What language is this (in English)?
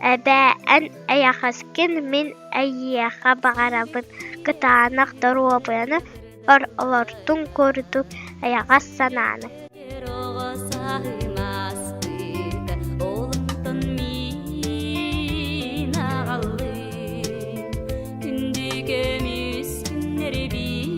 Yakut